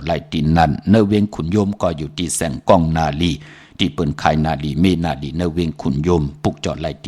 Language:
Shan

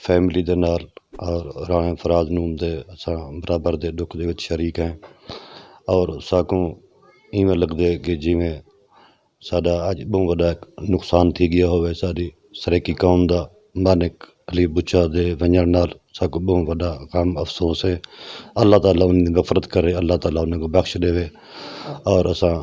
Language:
Saraiki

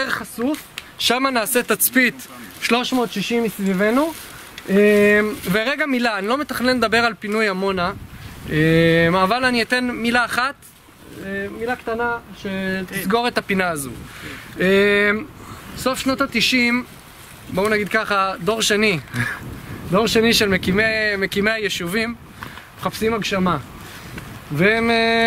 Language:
Hebrew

